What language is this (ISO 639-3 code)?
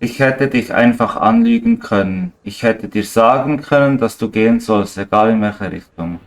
gsw